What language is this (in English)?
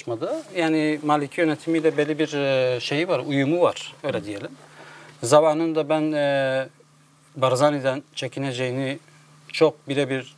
Turkish